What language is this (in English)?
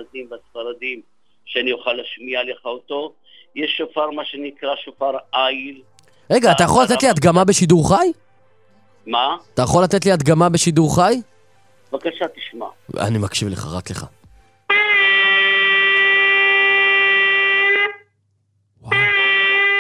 Hebrew